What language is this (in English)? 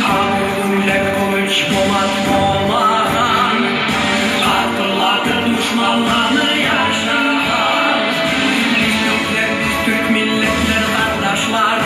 Kumyk